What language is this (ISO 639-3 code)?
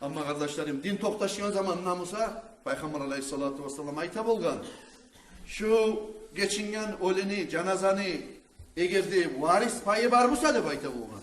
kum